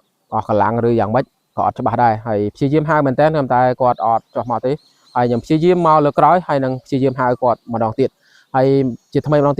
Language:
Khmer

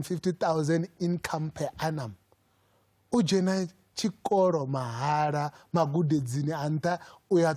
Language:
Venda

